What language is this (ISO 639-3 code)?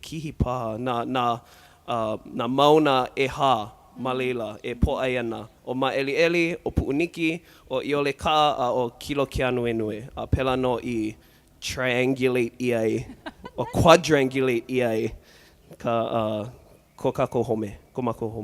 haw